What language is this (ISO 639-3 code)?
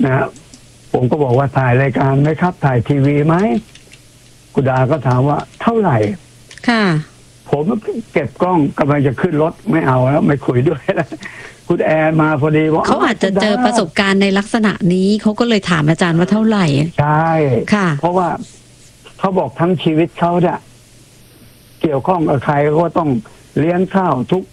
tha